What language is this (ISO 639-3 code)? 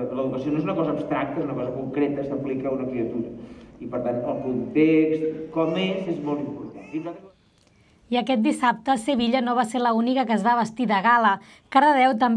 cat